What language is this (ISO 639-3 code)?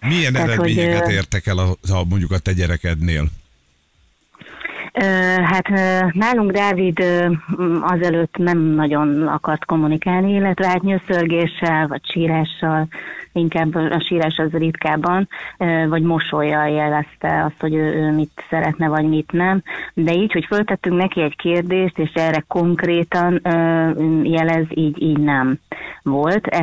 hun